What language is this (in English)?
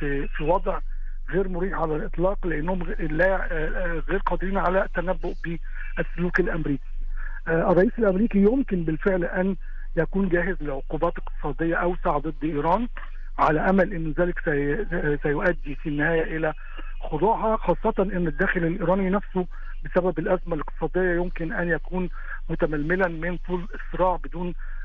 Arabic